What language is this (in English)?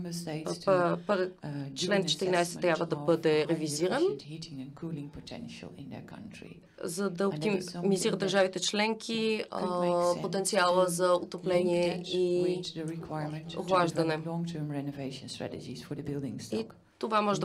Bulgarian